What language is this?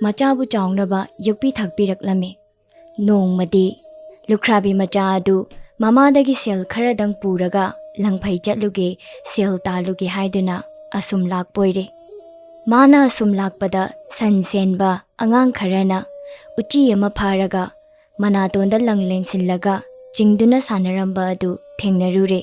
Manipuri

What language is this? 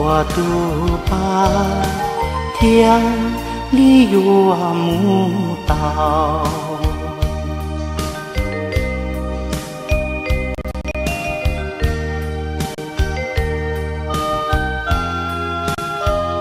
Vietnamese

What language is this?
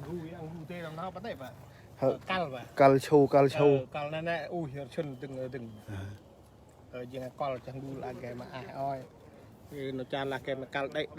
Central Mnong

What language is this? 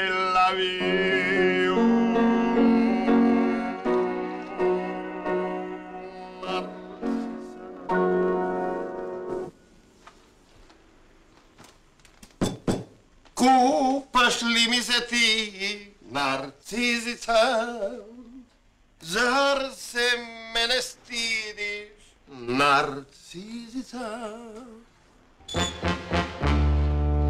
Serbian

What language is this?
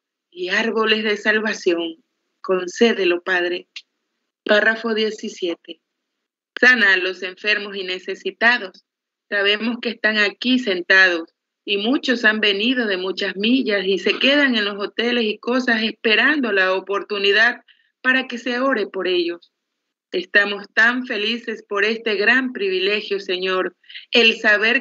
Spanish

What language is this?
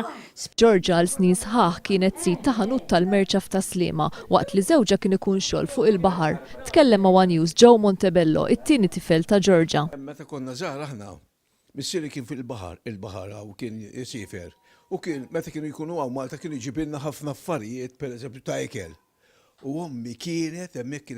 Maltese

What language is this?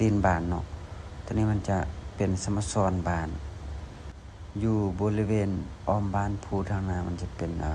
Lao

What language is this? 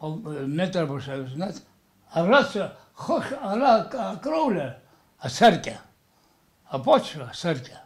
Abkhazian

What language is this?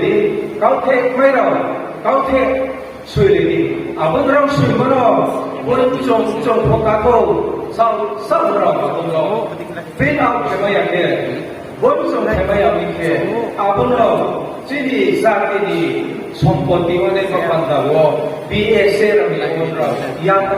Riang (India)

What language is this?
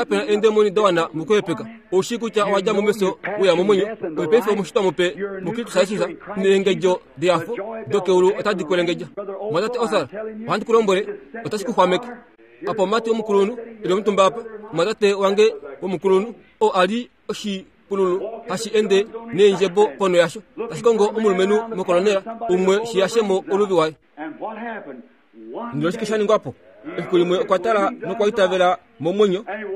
Kuanyama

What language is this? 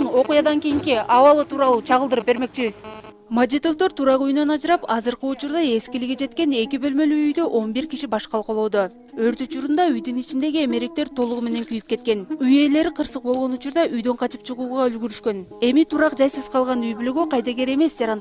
Kyrgyz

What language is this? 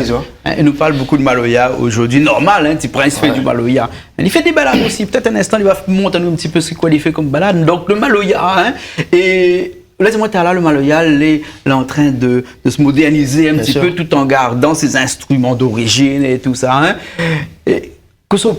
Réunion Creole French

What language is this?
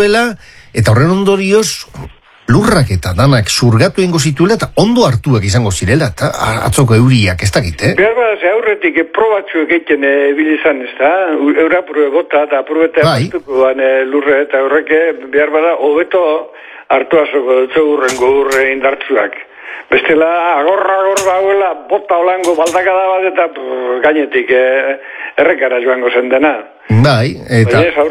Basque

